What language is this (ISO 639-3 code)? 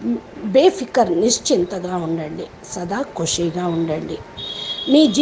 tel